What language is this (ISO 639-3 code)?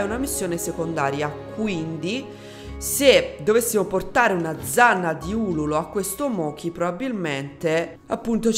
ita